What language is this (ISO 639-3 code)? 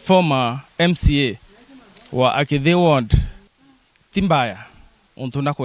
mer